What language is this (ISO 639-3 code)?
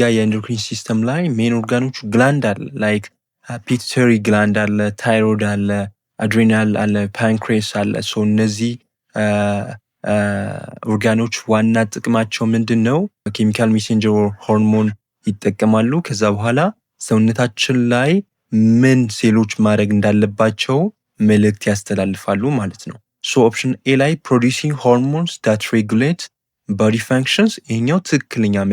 amh